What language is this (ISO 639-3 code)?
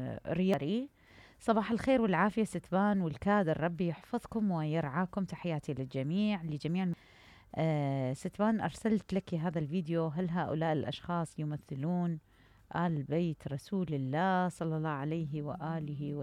acm